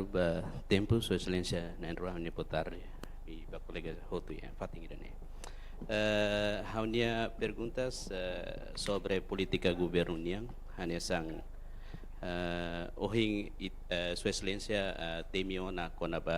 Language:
Tetum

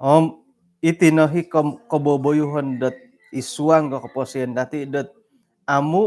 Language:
Central Dusun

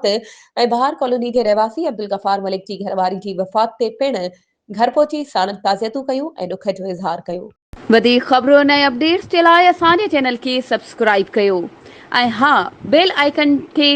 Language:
Sindhi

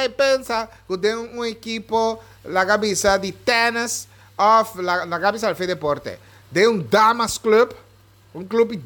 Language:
Papiamento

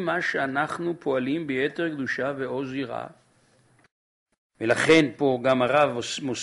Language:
Hebrew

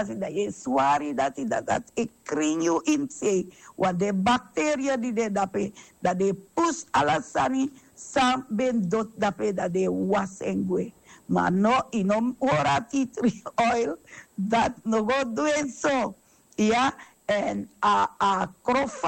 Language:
Sranan Tongo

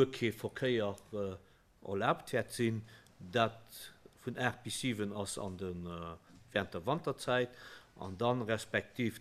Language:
Luxembourgish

